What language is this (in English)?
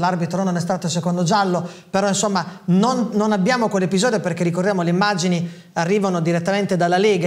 Italian